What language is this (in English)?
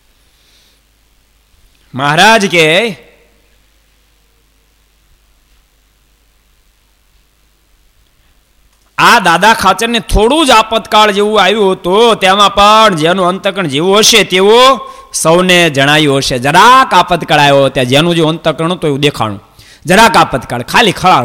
Gujarati